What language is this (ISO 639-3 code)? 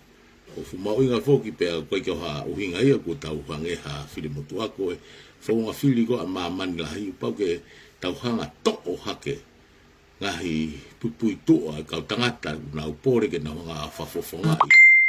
ton